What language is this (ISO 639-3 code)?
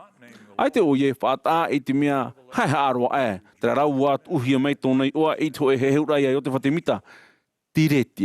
tah